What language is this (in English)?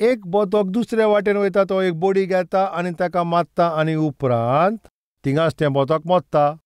Konkani